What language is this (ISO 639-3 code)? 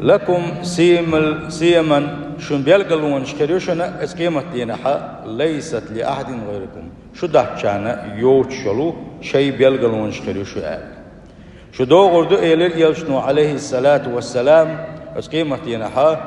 che